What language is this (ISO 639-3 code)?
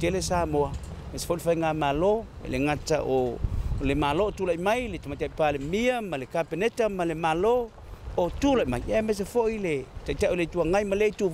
smo